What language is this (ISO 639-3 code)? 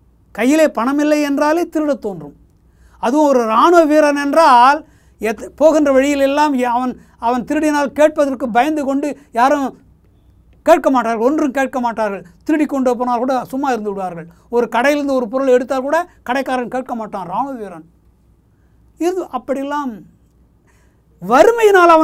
tam